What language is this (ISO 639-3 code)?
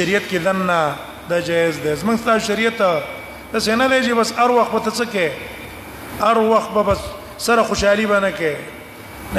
pus